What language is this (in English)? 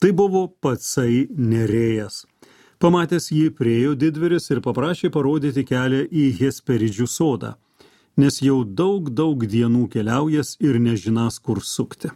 Lithuanian